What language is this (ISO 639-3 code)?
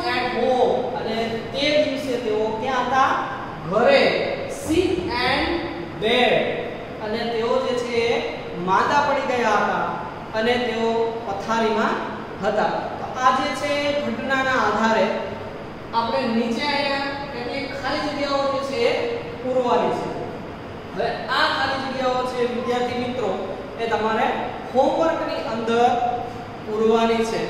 guj